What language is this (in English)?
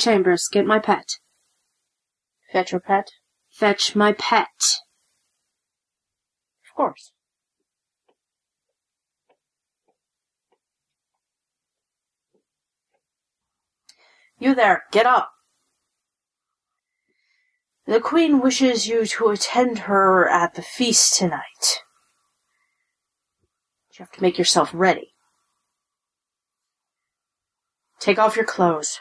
English